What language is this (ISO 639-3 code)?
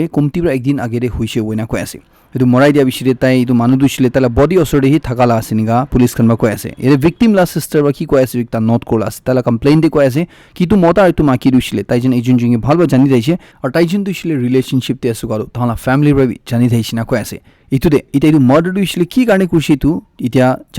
nag